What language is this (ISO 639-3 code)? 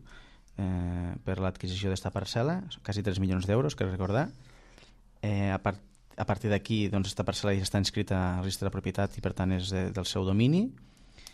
cat